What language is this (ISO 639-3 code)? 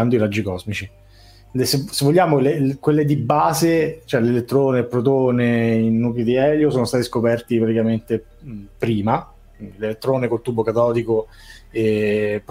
ita